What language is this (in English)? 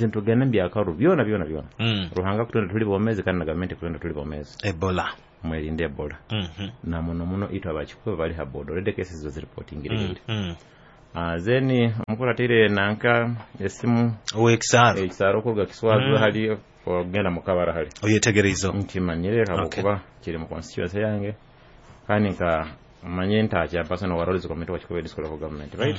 Nyoro